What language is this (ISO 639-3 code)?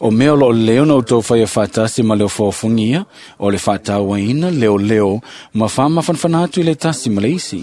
smo